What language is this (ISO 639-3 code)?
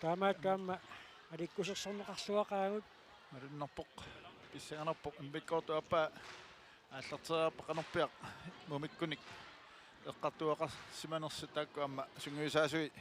kal